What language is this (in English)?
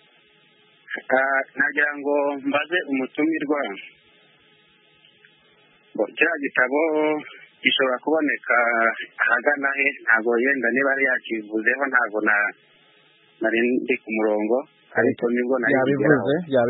Kinyarwanda